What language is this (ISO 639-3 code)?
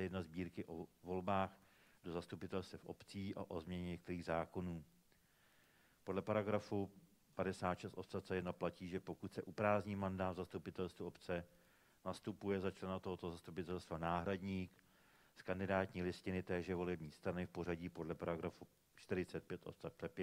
ces